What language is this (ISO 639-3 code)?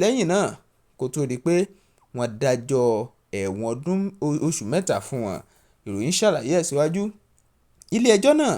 yor